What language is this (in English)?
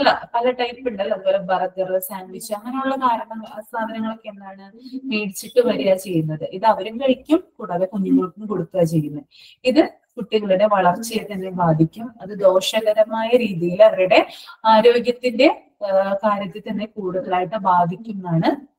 Malayalam